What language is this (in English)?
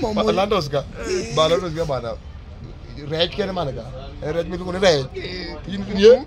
Luo (Kenya and Tanzania)